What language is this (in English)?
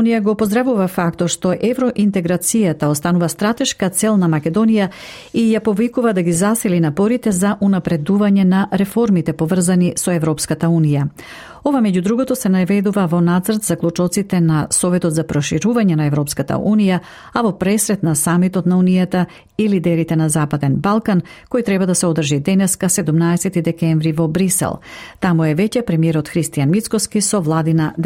Macedonian